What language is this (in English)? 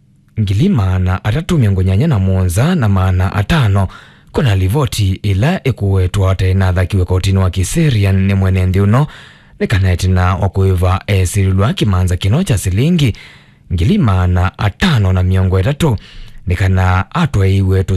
Kamba